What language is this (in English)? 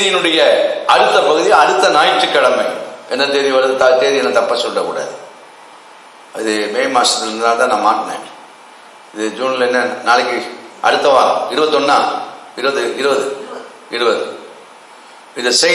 Tamil